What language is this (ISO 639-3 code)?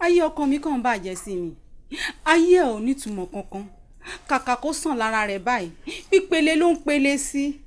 yor